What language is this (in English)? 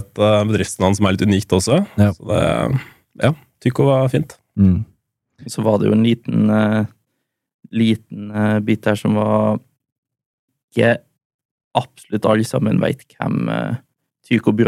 Norwegian